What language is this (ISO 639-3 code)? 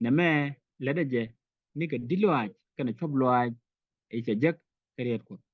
nus